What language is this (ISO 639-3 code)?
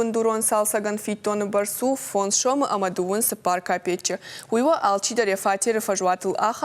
oss